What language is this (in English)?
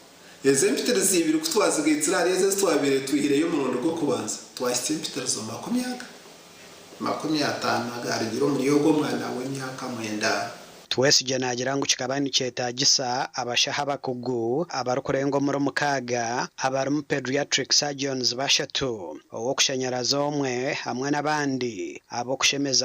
Nyankole